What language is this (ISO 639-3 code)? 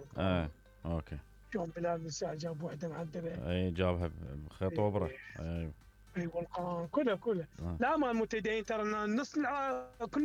acm